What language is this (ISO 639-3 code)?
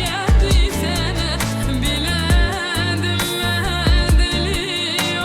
tuk